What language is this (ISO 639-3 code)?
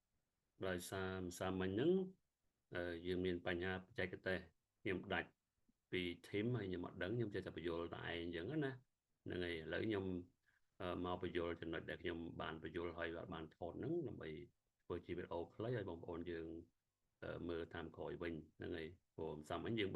khm